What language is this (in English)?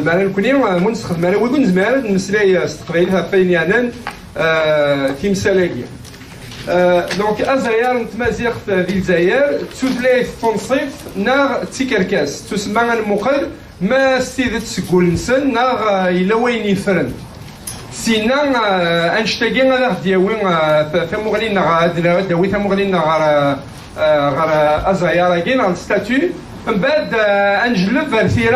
Kabyle